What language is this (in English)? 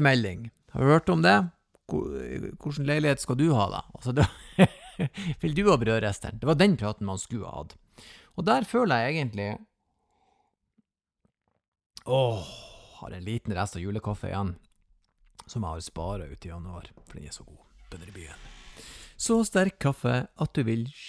Norwegian